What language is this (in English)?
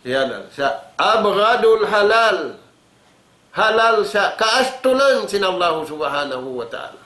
Tausug